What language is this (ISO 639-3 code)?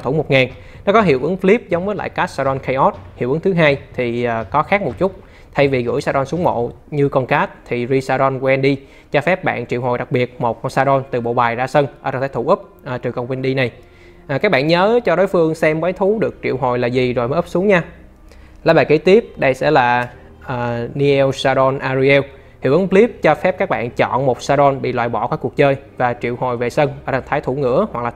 vie